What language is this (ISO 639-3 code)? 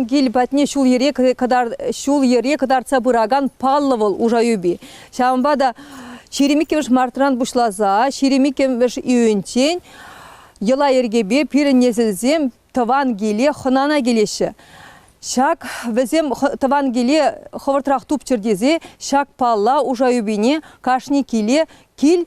chv